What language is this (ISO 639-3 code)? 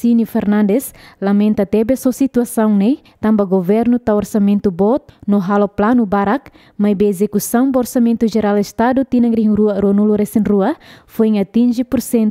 tet